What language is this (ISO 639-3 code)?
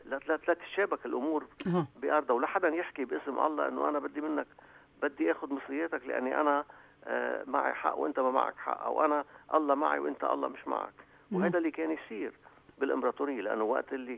apc